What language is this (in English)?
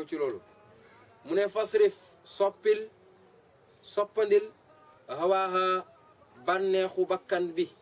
Wolof